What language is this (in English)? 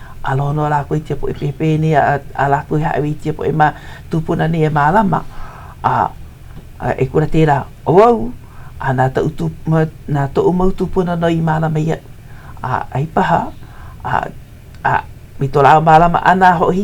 Hawaiian